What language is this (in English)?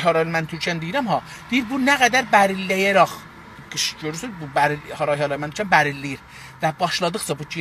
South Azerbaijani